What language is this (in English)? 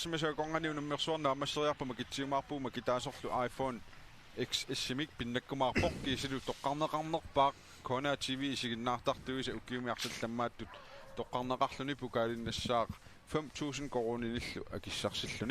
Kalaallisut